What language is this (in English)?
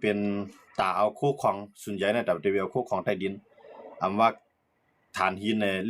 Shan